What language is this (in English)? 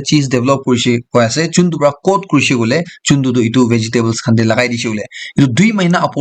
Naga Pidgin